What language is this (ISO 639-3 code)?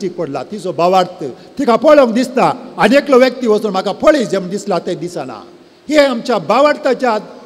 kok